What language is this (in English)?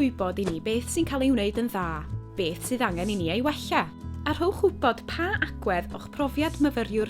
Welsh